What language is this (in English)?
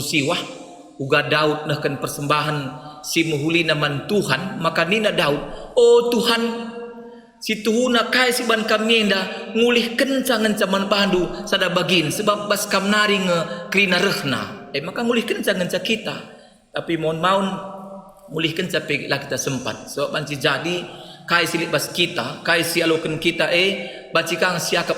Batak Karo